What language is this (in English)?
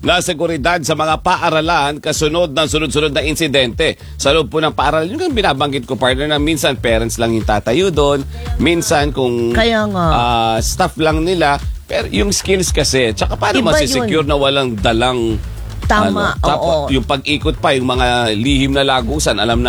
Filipino